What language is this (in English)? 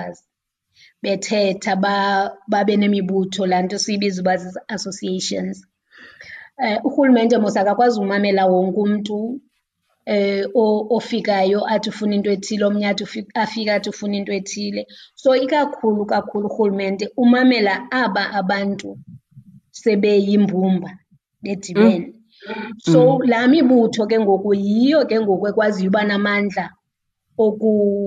Xhosa